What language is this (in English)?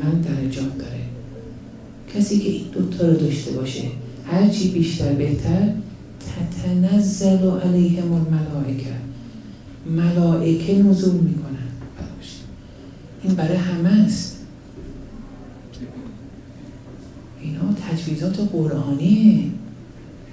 Persian